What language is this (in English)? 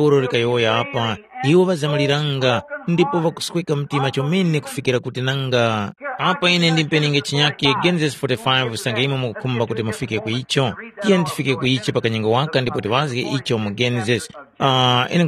Tumbuka